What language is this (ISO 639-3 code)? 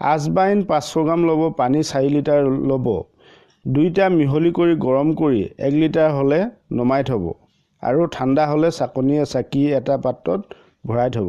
asm